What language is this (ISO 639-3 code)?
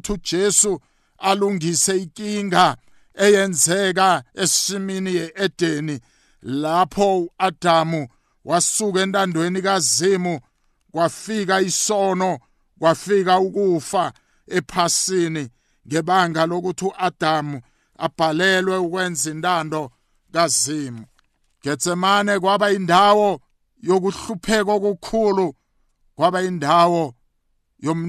nbl